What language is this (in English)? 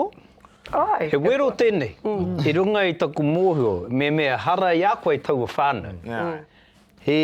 Māori